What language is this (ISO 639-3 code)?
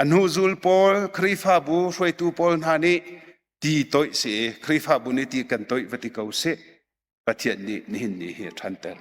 cnh